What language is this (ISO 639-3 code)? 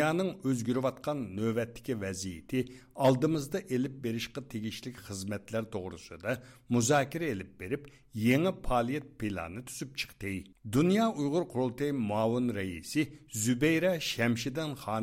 uig